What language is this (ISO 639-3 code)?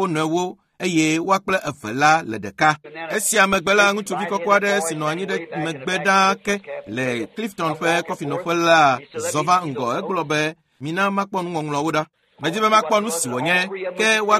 ewe